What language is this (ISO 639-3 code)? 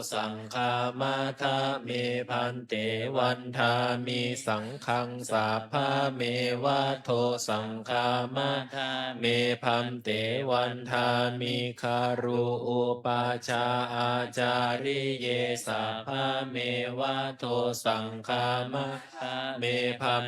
pli